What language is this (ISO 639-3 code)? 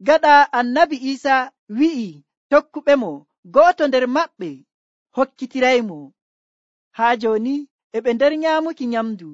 fuv